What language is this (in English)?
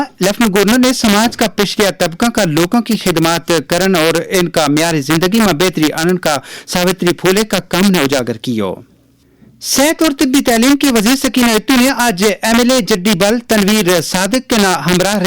Gujari